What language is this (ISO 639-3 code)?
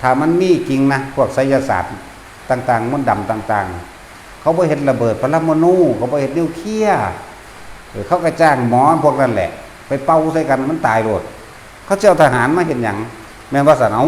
tts